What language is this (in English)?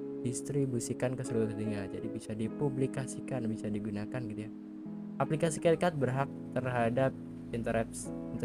Indonesian